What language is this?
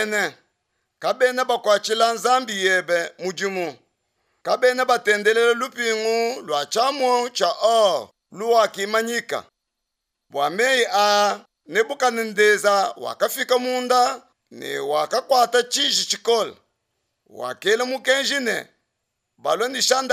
Luba-Lulua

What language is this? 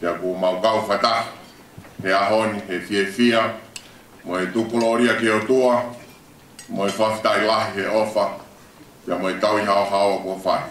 Tongan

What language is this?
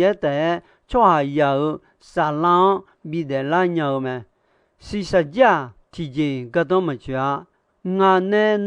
Akha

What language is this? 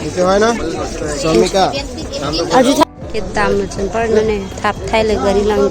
Karbi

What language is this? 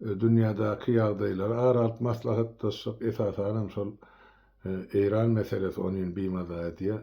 Turkmen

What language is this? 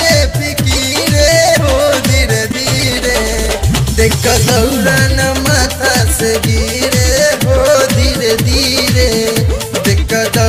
Bhojpuri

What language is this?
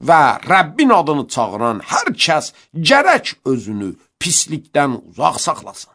Azerbaijani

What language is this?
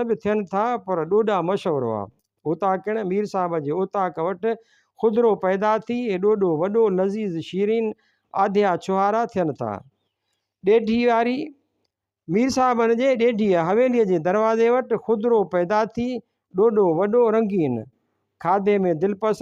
Sindhi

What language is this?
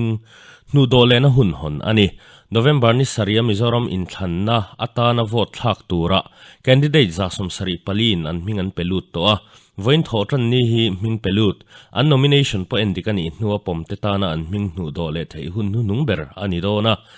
Mizo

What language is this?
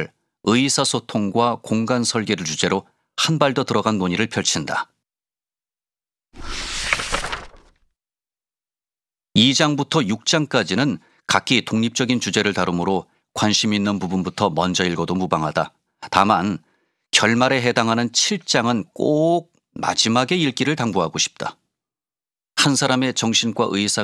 Korean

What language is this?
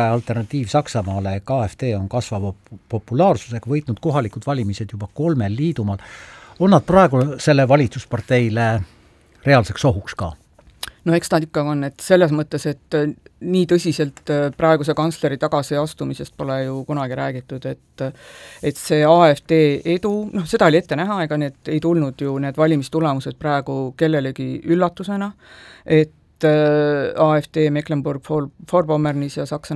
Estonian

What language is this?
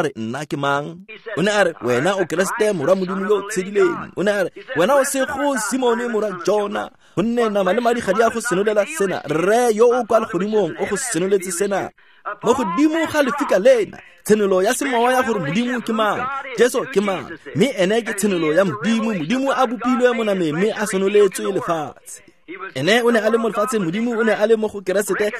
Tswana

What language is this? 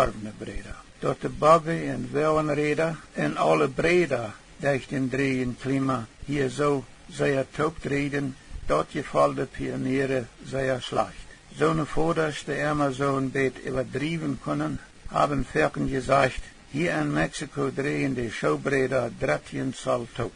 Plautdietsch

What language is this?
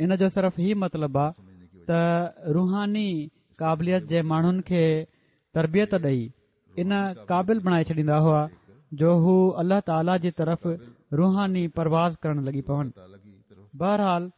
Sindhi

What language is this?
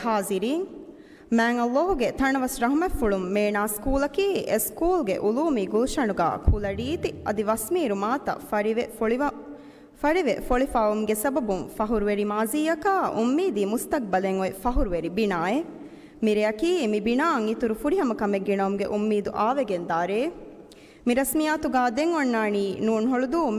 Divehi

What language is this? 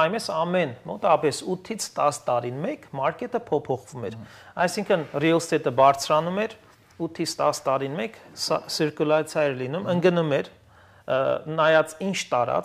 Armenian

